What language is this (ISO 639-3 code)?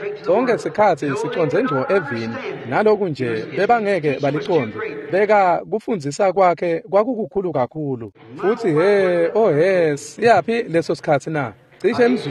ssw